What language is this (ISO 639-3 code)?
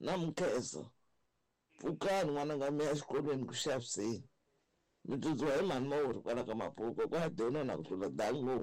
tso